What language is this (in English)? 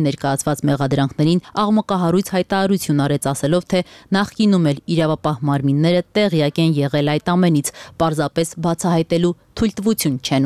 Armenian